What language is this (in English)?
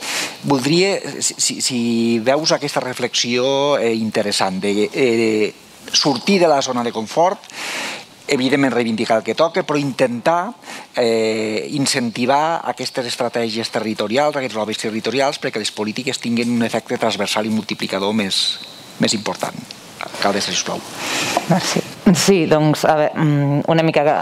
Catalan